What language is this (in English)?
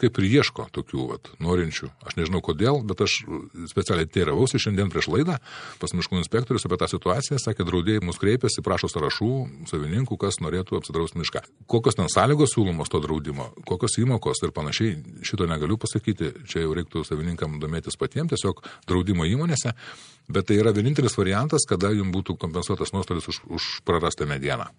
Lithuanian